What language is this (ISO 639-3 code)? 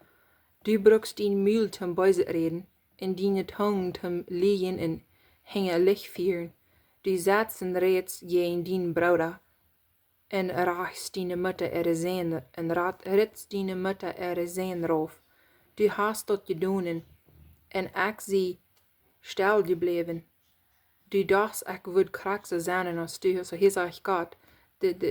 pdt